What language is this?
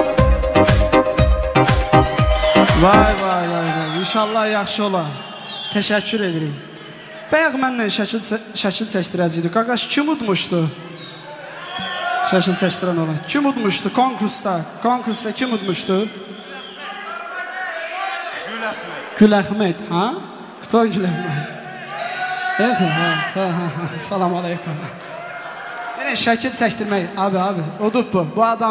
Azerbaijani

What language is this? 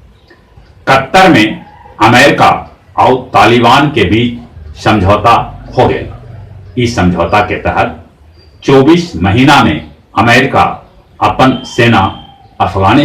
Magahi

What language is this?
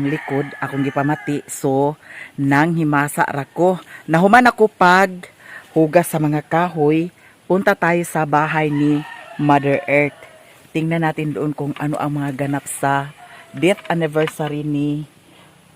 Cebuano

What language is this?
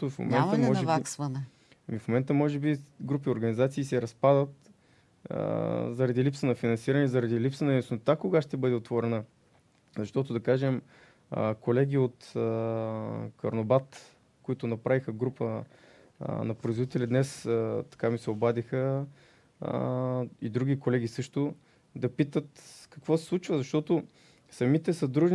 Bulgarian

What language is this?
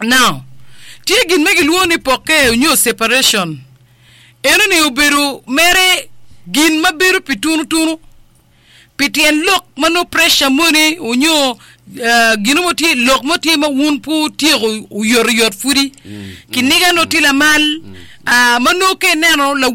Acoli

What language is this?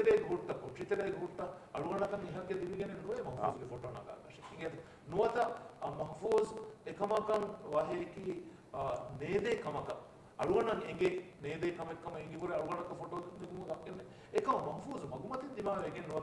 Divehi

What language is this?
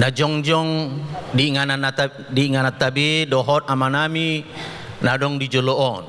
Batak Toba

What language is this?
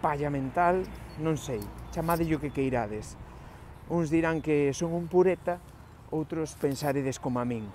Galician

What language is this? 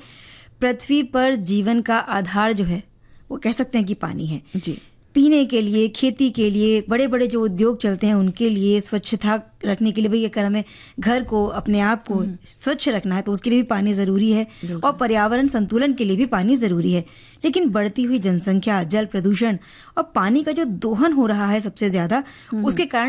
Hindi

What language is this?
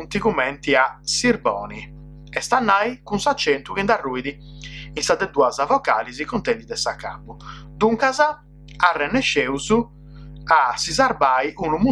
Sardinian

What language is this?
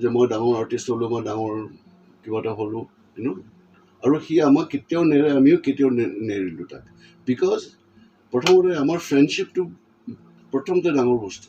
Assamese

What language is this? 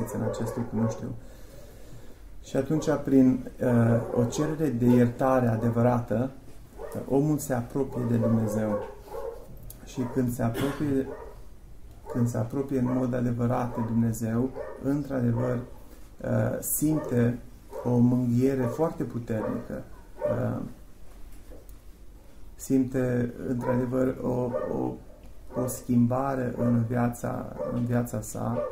Romanian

